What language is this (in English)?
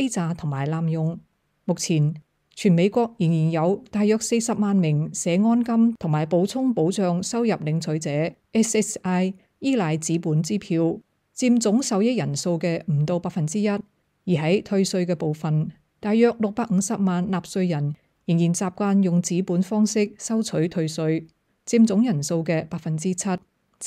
Cantonese